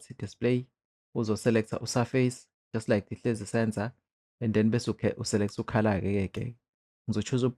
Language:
Zulu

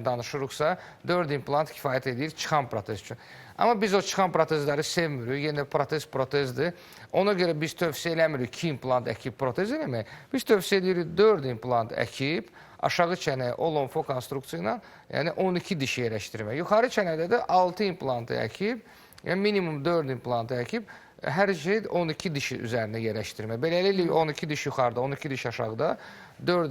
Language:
Azerbaijani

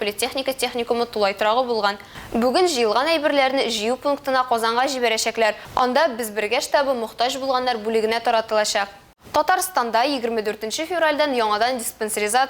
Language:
Tatar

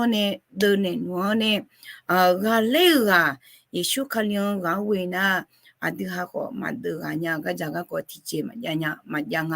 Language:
Akha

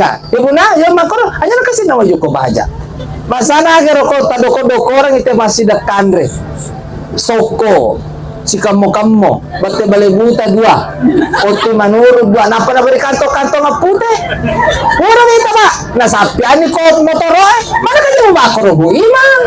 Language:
Buginese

